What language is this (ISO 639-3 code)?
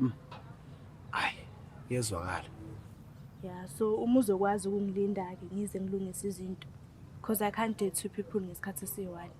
zul